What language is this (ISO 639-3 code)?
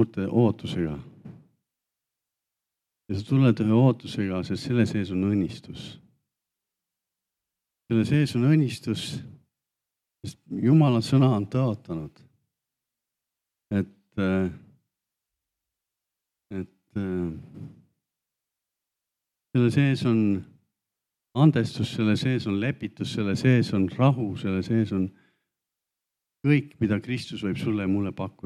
est